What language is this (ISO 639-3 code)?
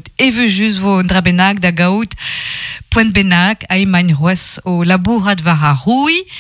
bre